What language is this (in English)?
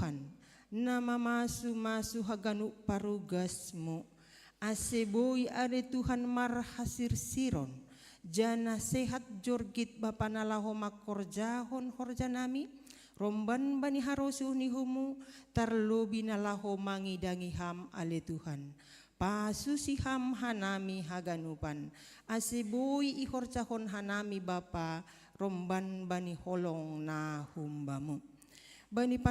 Batak Simalungun